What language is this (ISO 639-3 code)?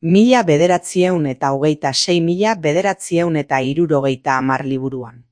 eus